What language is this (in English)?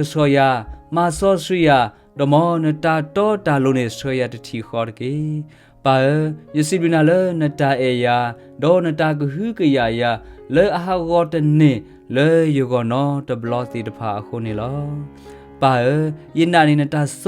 S'gaw Karen